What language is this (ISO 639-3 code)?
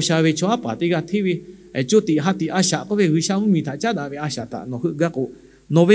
lhu